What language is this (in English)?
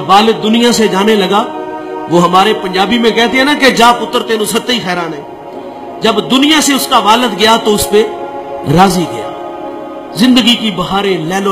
Urdu